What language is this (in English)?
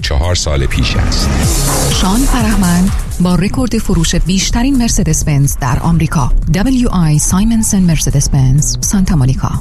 Persian